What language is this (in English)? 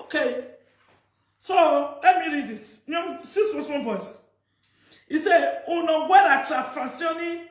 Nigerian Pidgin